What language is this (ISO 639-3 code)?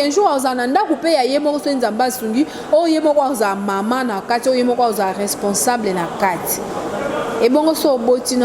lin